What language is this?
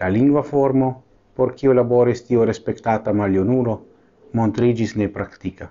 Esperanto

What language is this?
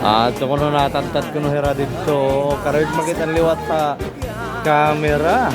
Waray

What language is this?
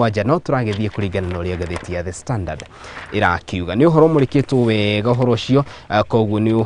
Kikuyu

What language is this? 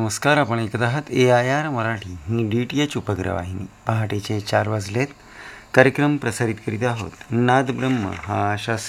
Marathi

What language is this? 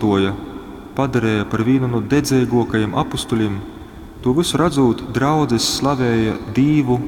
Latgalian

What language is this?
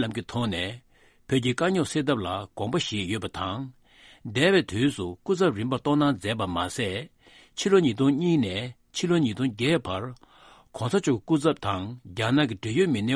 Tibetan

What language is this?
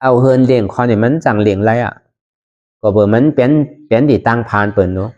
Shan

